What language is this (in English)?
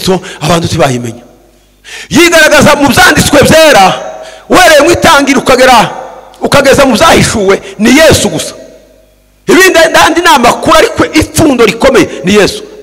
Kinyarwanda